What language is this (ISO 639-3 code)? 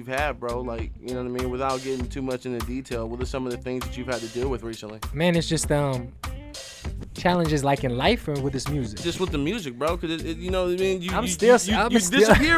eng